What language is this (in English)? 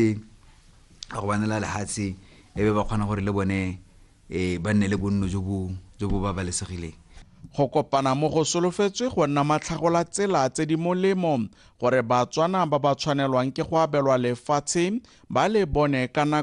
Tswana